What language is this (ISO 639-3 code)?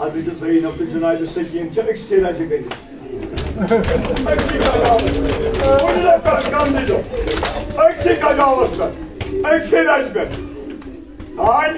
kas